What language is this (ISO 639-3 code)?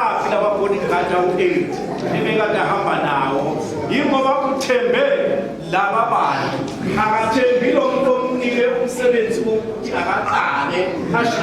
zul